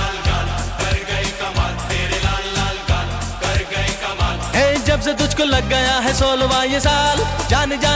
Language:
Hindi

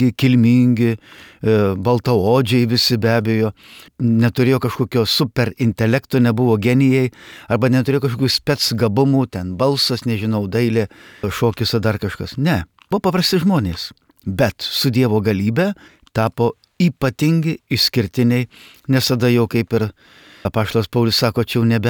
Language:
Lithuanian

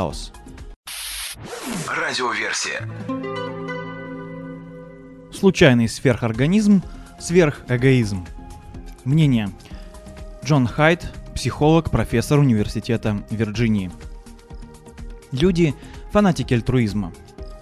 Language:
Russian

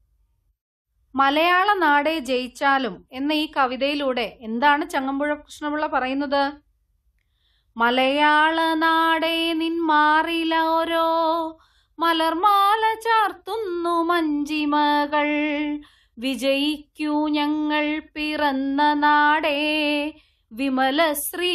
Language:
Malayalam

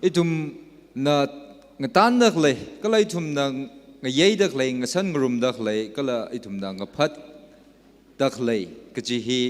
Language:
Tangkhul Naga (India)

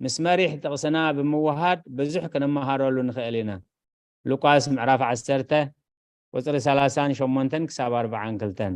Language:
Tigrinya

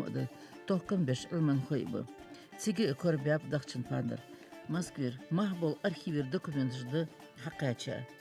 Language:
Ingush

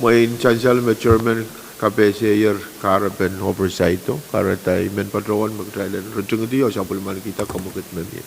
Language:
Pohnpeian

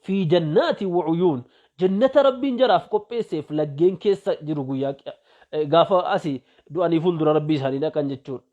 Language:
Oromo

